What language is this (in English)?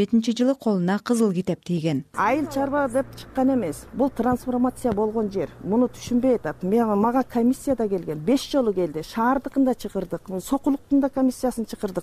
Kyrgyz